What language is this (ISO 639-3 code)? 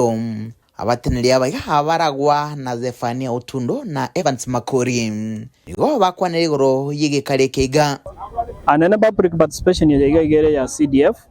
guz